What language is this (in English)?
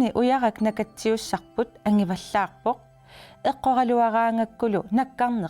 Kalaallisut